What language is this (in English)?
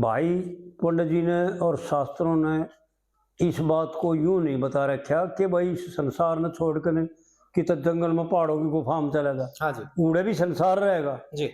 Haryanvi